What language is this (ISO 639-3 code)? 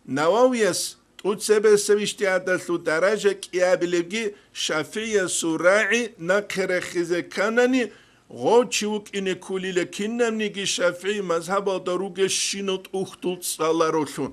ava